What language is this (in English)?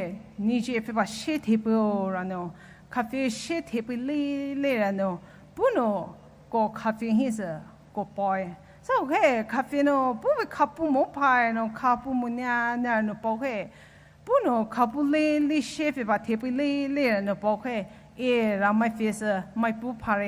Poumei Naga